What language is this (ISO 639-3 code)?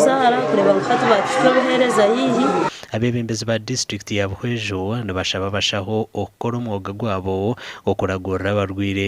nyn